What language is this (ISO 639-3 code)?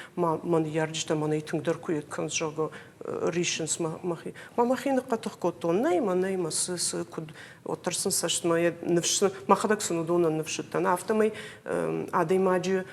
oss